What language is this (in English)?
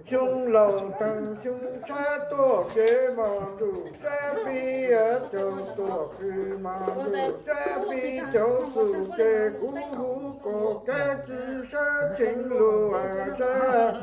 Hmong